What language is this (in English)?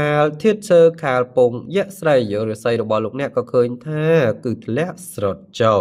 Khmer